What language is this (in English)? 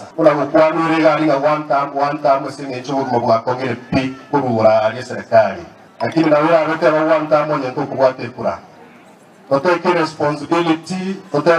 Gusii